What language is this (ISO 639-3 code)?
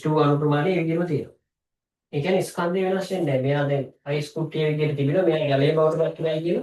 sin